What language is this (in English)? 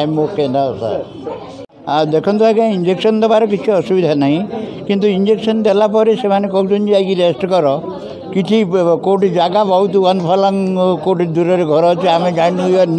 Odia